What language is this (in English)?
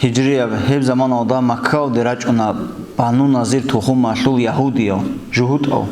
Avaric